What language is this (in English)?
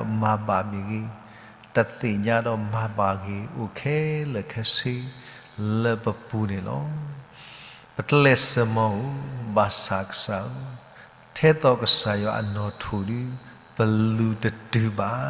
S'gaw Karen